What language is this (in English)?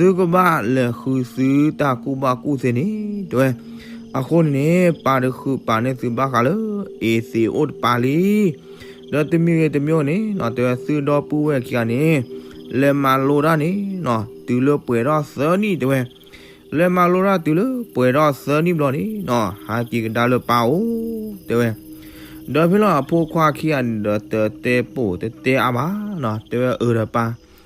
S'gaw Karen